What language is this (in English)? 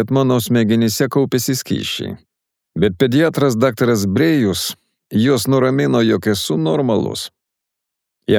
Lithuanian